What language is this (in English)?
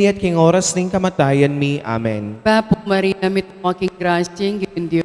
Pampanga